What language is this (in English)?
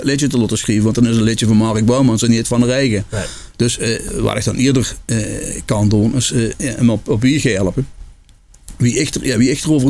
Limburgish